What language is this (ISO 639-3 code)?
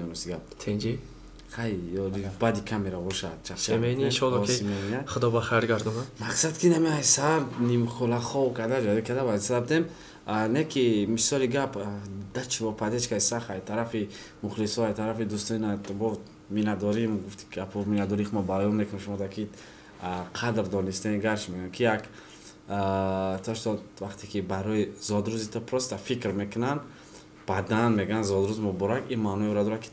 tgk